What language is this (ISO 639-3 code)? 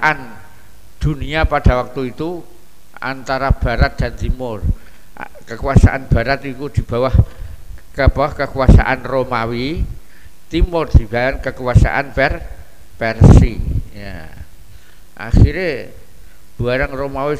ind